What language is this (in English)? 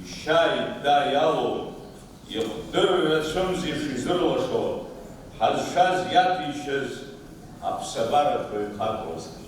Abkhazian